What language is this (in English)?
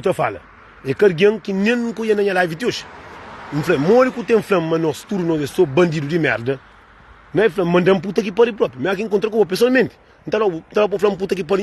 Kabuverdianu